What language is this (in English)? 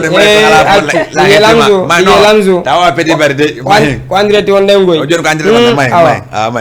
Fula